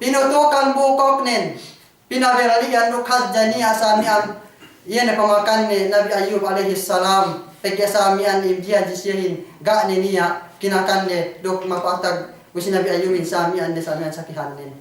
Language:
Yakan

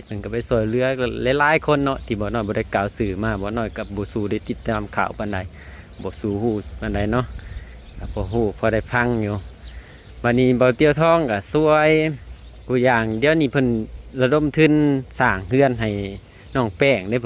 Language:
Lao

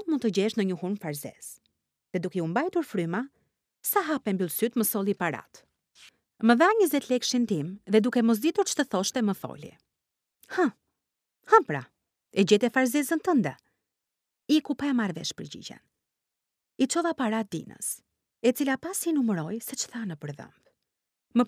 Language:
Albanian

